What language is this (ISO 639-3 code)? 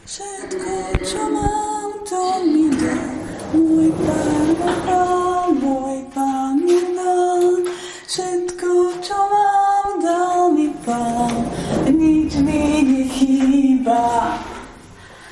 slk